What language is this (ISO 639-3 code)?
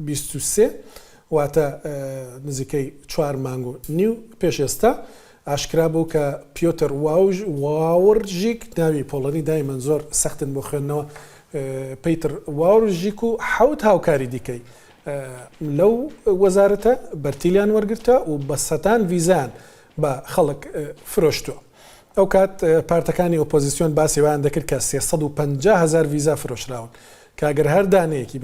ckb